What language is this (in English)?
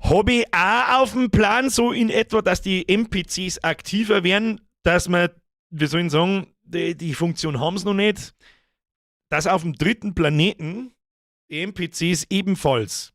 Bavarian